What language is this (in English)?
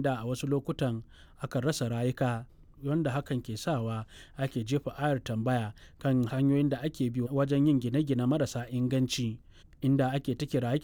Hausa